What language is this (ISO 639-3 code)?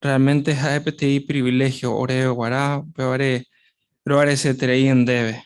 grn